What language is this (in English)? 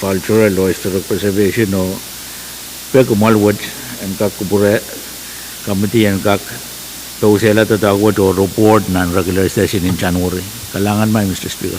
Pohnpeian